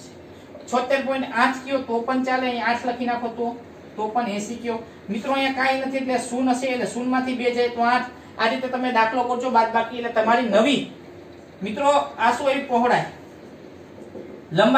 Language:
Gujarati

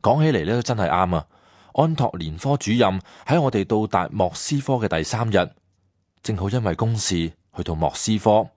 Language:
Cantonese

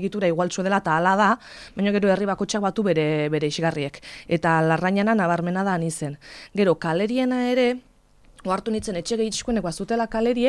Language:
Basque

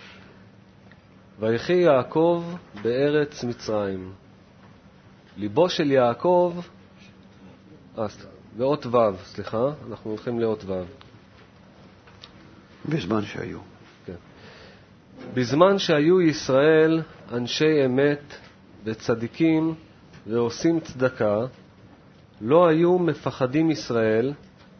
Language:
Hebrew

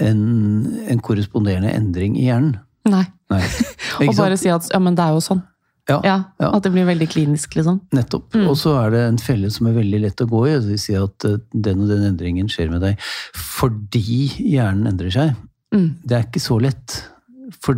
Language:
Norwegian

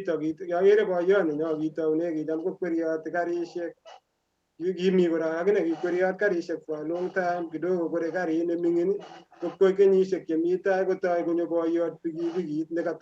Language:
Kalenjin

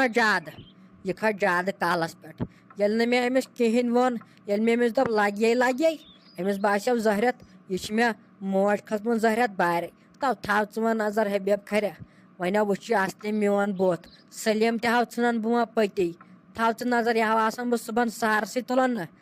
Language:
Kashmiri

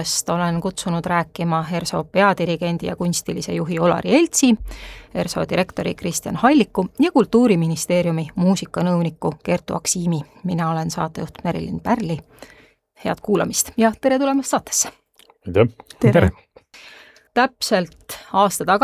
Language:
Estonian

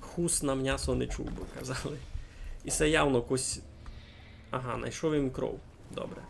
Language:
Rusyn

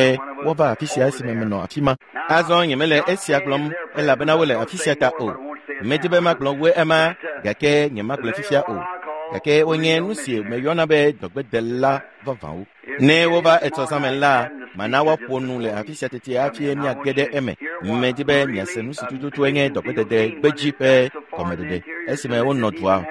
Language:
Ewe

